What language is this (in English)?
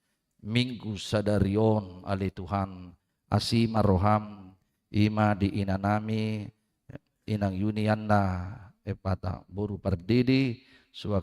Batak Toba